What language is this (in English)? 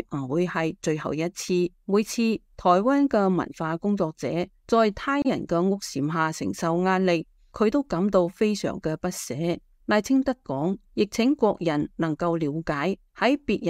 Cantonese